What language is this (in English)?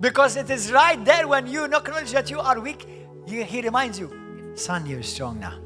English